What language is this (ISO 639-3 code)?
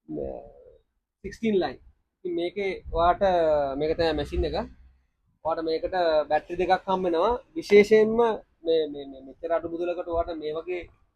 sin